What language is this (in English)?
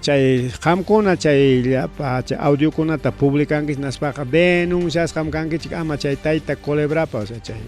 Ayacucho Quechua